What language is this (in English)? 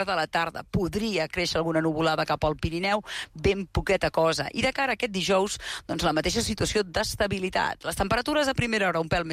Catalan